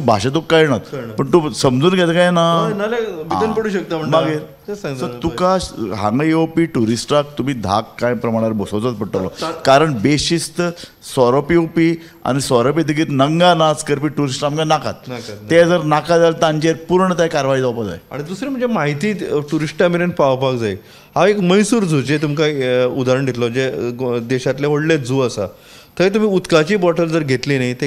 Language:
Konkani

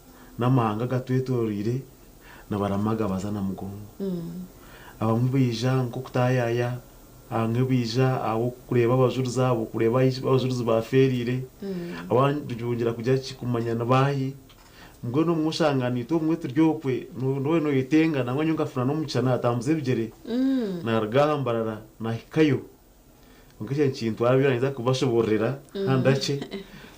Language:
Nyankole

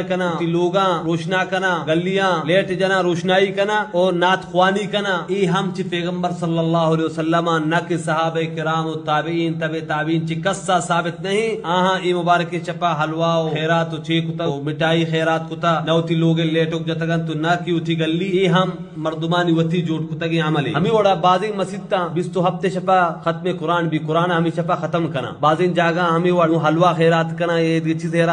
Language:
Baluchi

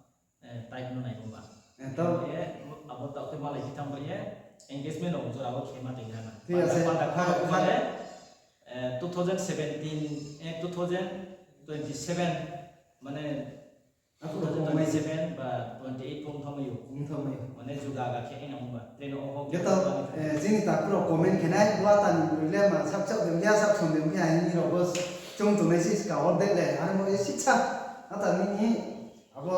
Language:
Riang (India)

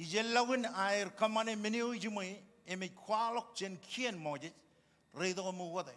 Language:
Marshallese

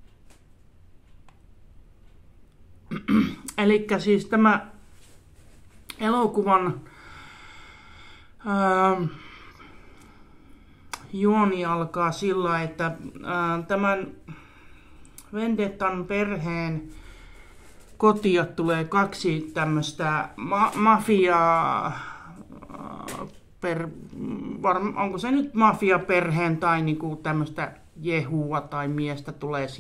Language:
Finnish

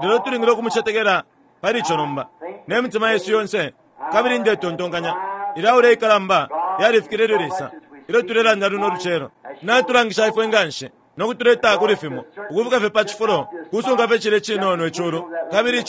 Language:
Bemba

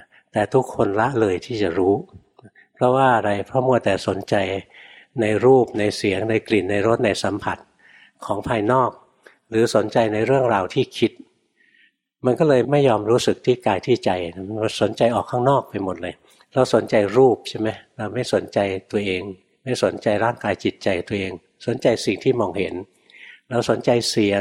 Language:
Thai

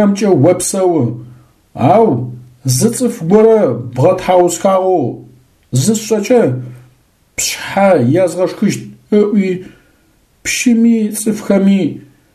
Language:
Adyghe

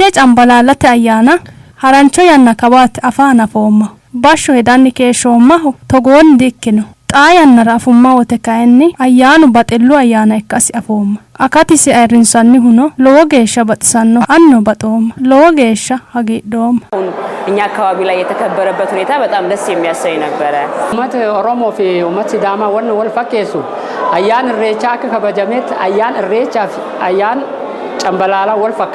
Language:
Sidamo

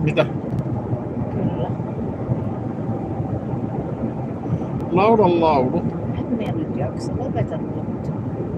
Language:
Finnish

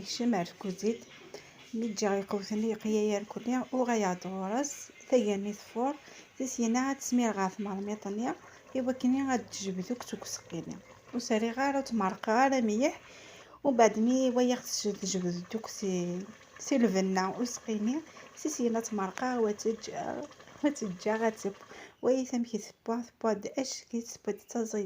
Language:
Kabyle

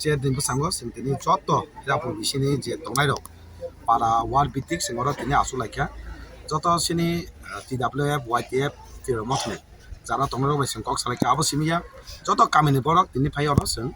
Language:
Kok Borok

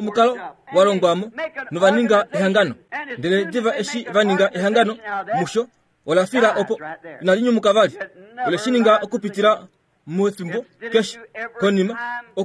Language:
Kuanyama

